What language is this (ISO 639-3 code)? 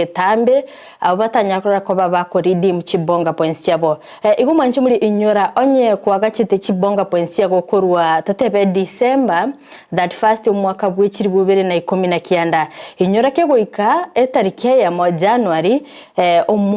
guz